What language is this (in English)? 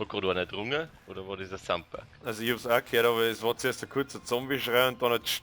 Bavarian